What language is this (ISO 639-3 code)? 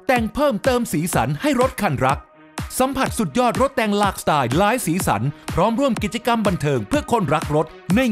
tha